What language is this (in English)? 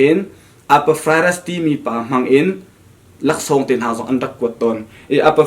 Hakha Chin